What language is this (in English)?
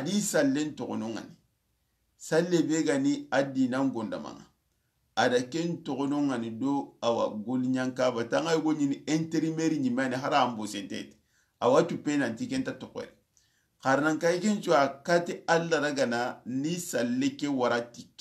Soninke